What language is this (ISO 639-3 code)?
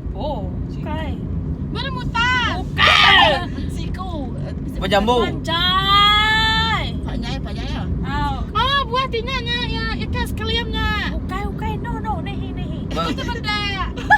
iba